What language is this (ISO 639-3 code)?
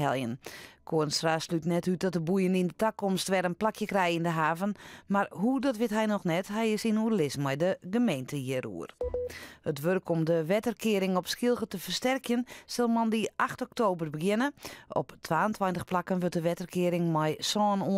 fry